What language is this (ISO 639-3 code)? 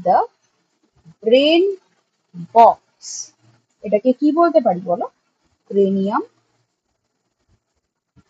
ben